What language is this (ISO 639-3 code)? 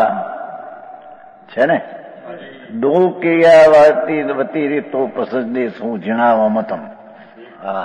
guj